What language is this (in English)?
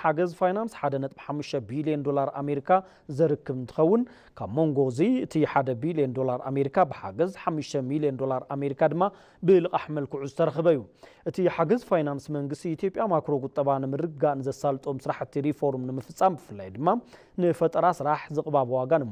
Tigrinya